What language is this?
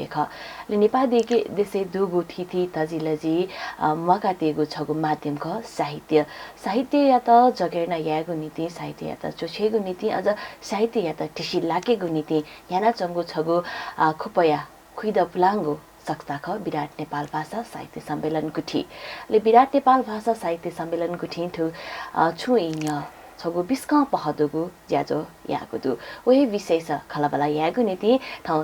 Newari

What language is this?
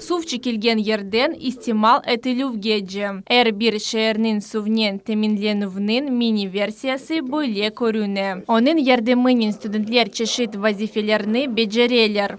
Crimean Tatar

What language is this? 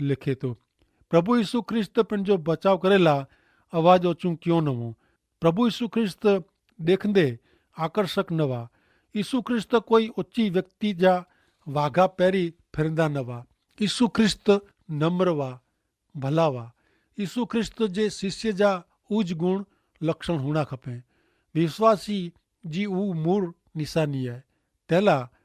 Kachhi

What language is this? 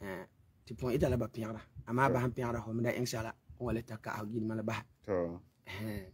Frafra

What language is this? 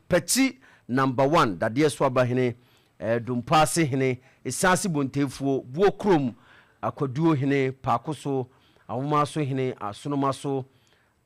Akan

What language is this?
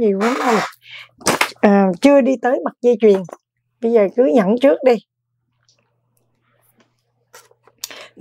Vietnamese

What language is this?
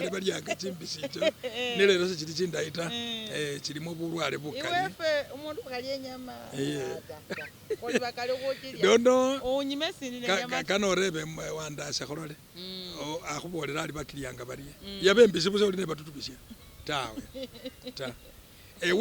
Masaaba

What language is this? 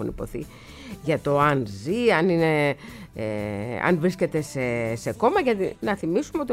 Greek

